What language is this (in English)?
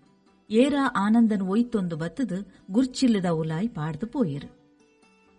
Tulu